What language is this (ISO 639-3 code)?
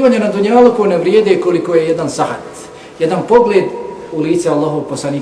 bos